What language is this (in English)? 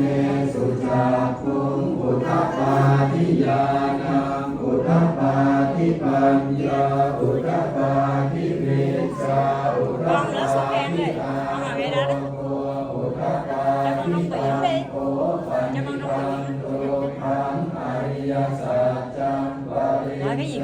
Pali